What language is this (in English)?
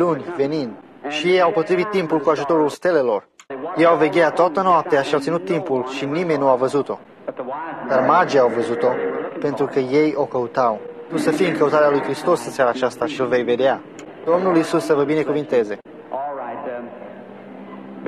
Romanian